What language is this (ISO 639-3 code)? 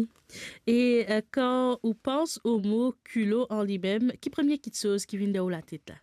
mfe